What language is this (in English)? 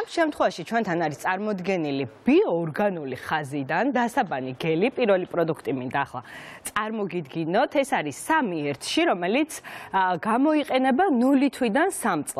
Georgian